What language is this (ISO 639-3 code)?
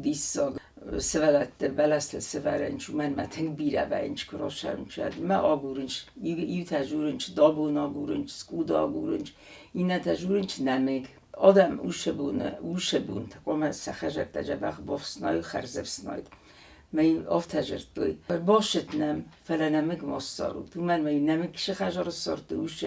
oss